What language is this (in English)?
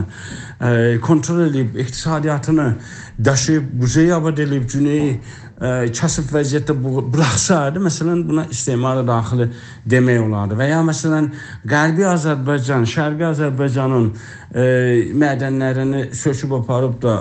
South Azerbaijani